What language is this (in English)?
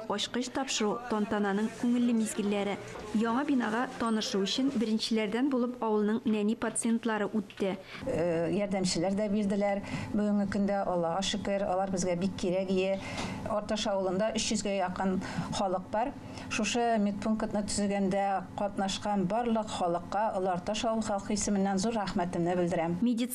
Tatar